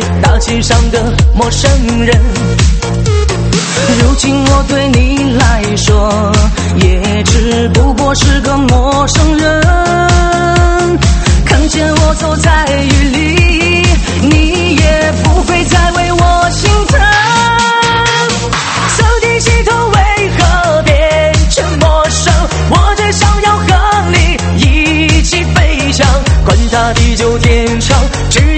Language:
Chinese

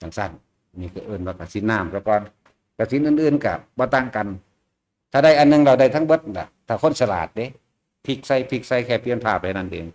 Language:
Northeastern Thai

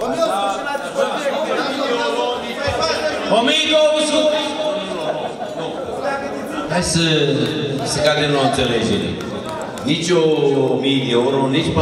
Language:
Romanian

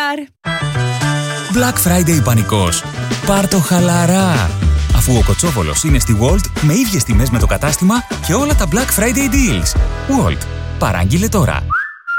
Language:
Greek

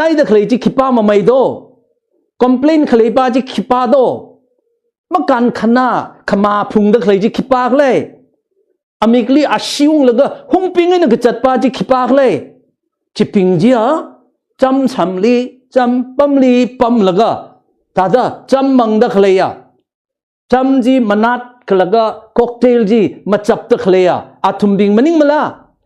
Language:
Tangkhul Naga (India)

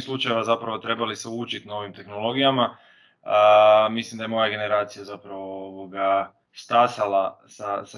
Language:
Croatian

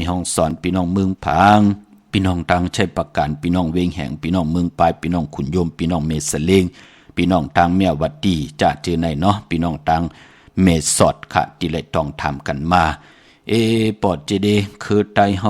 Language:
Shan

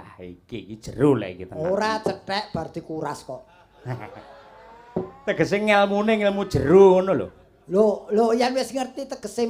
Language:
Javanese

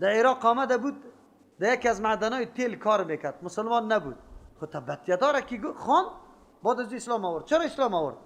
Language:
Persian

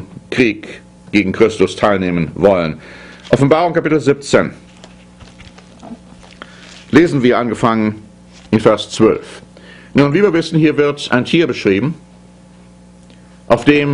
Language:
German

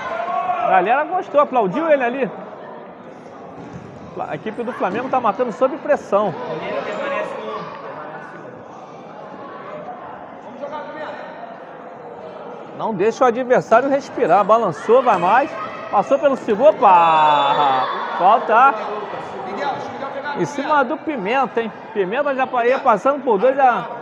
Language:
Portuguese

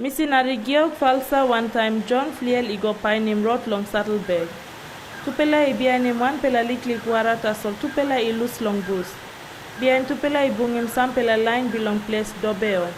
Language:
Tok Pisin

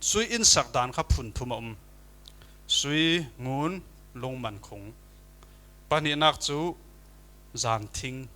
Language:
Falam Chin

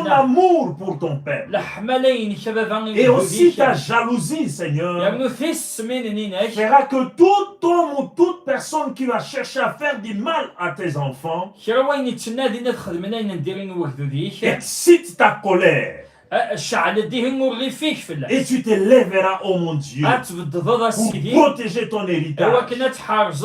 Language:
Kabyle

